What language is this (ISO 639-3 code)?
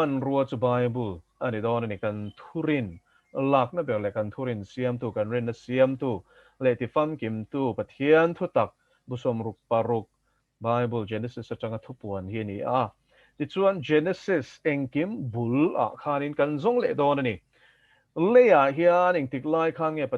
lus